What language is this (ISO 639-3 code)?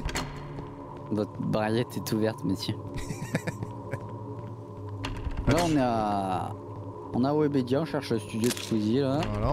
fra